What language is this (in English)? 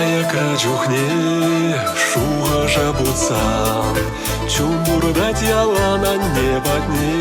Chuvash